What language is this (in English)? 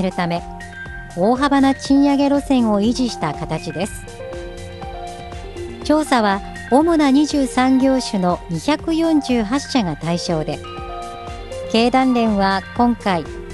Japanese